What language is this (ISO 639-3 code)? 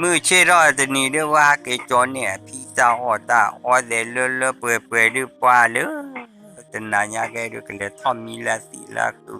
ksw